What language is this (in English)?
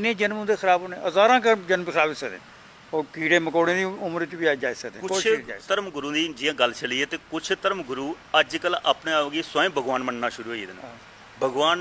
Dogri